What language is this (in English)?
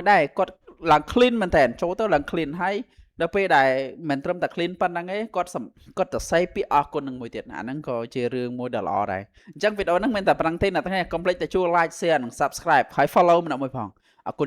Khmer